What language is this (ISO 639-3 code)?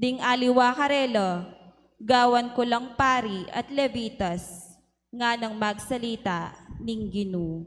pam